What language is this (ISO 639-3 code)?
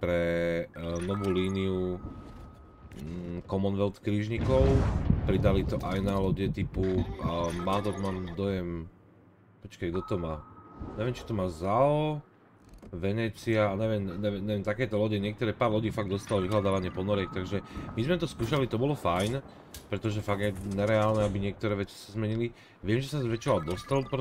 slk